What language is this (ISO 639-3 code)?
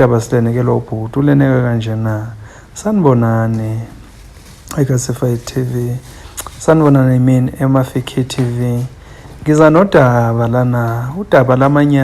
zul